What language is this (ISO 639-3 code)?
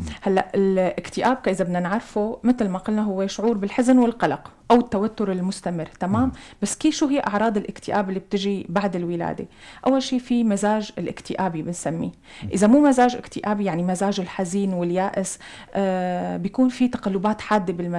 apc